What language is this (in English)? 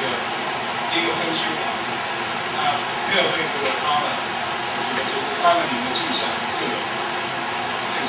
Chinese